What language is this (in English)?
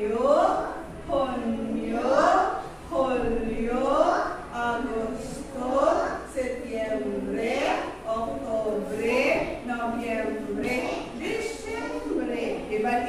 Waray